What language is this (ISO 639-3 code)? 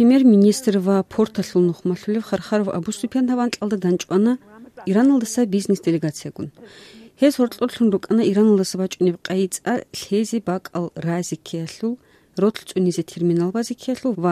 ava